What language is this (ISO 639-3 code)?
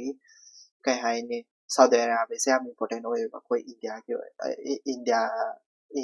mni